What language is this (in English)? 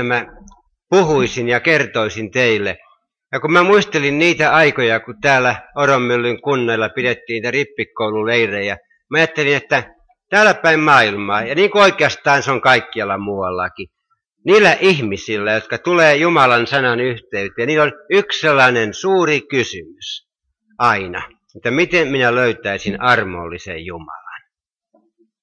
Finnish